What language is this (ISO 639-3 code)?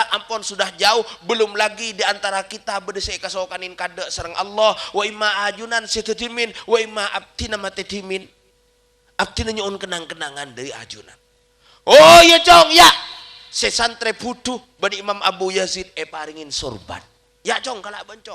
mad